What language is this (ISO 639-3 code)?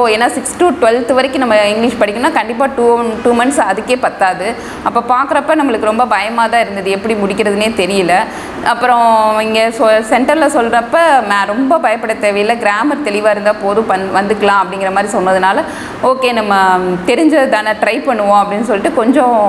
tam